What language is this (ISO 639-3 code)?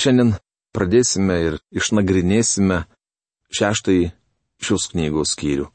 lit